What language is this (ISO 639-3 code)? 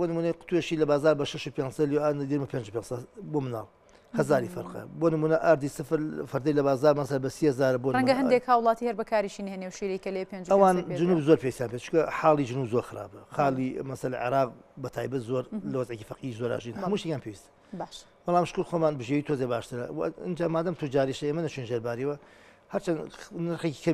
ckb